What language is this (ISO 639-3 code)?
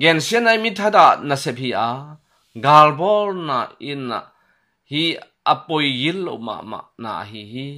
ctd